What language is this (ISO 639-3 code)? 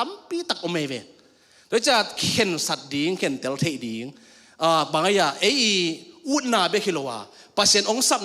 ctd